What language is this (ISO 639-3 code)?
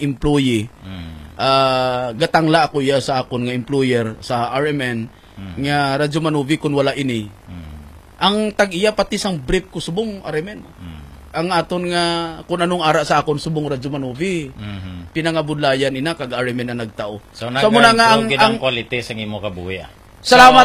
hil